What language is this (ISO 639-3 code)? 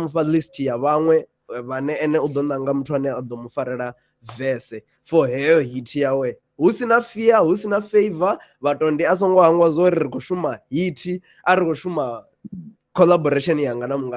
ven